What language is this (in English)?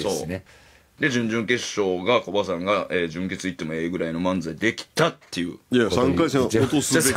Japanese